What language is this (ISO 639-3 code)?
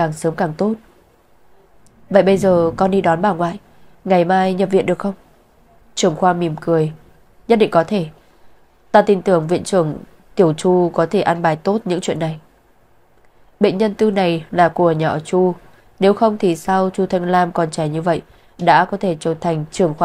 vie